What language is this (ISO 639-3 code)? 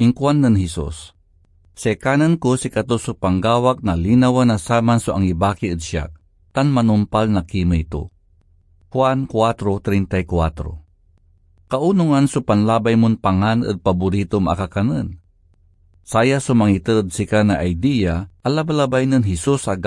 pag